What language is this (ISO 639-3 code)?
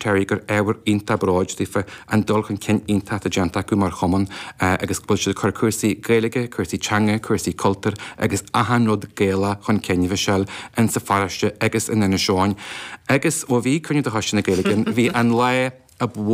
gle